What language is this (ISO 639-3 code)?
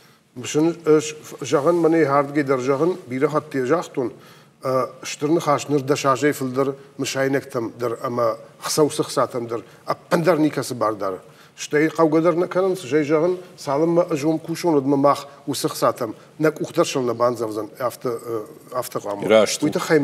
oss